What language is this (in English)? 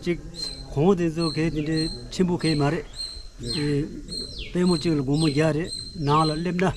Tibetan